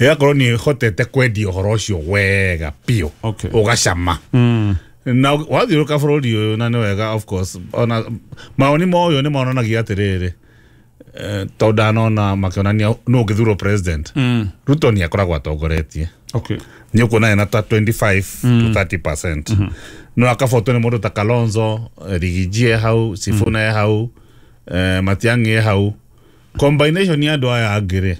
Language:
Kikuyu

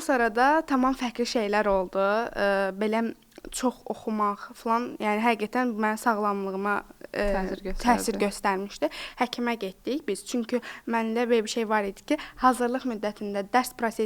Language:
Azerbaijani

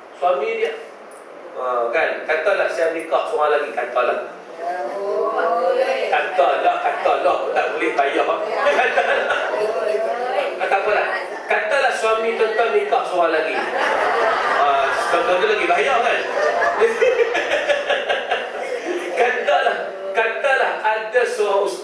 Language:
Malay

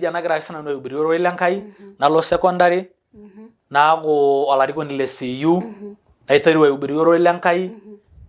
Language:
Masai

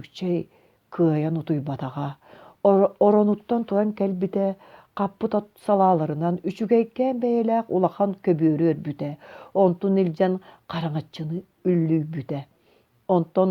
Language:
Yakut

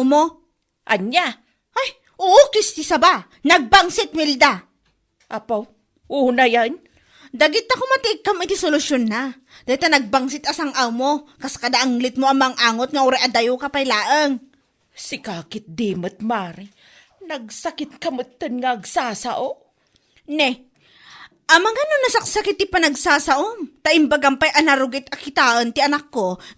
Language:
Iloko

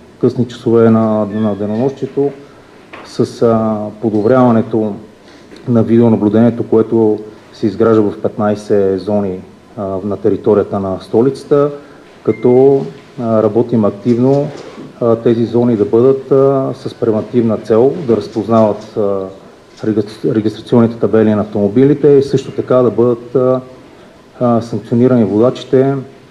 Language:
Bulgarian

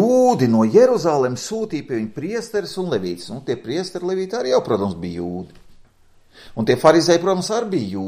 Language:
Latvian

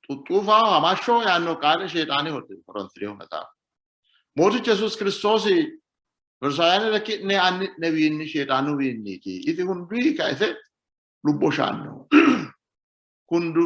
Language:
Sidamo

